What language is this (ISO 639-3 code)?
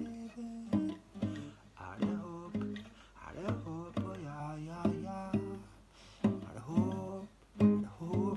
nor